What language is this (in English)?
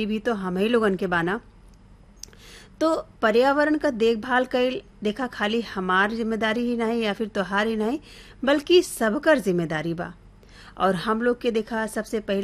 Bhojpuri